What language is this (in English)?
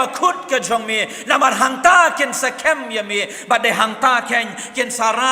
Khasi